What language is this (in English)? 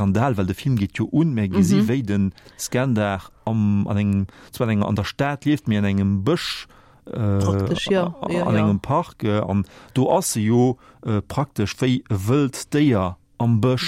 Luxembourgish